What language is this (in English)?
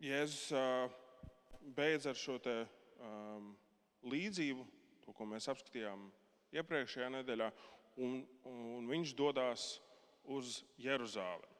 Latvian